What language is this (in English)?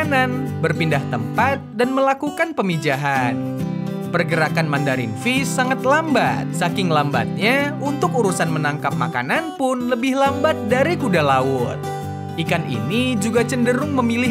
Indonesian